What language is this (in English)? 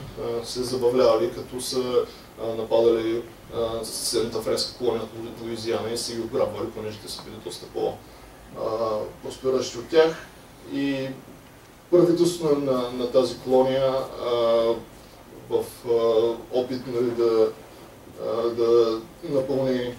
Bulgarian